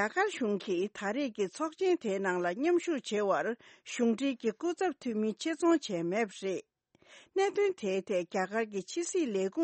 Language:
Tibetan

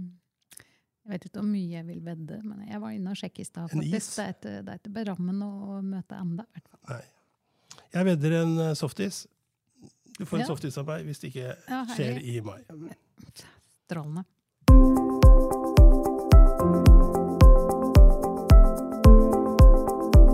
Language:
Norwegian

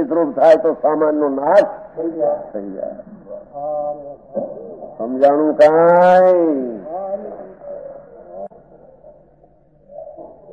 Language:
Gujarati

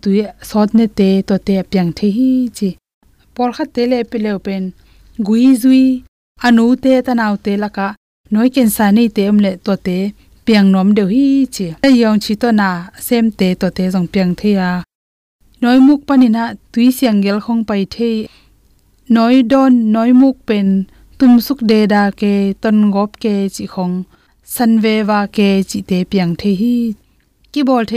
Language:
Tedim Chin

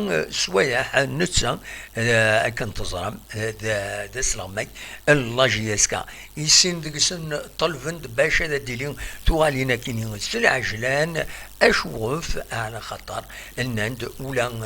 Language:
Kabyle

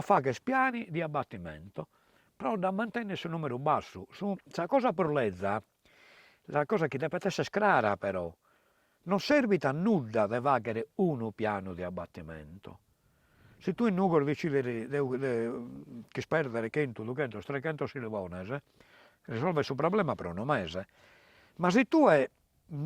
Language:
Sardinian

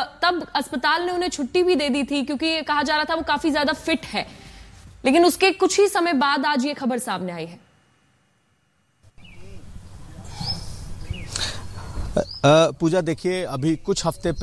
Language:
Hindi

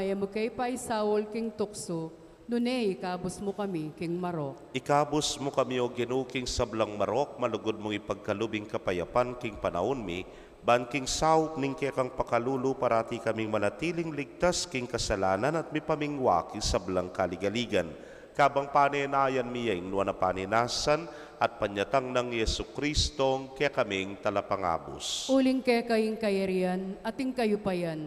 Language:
Pampanga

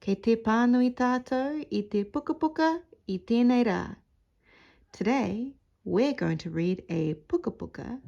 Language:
Māori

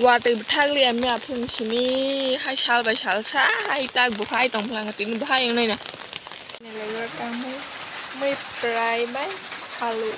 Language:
Kok Borok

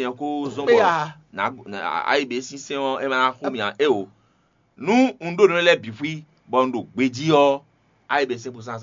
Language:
Fon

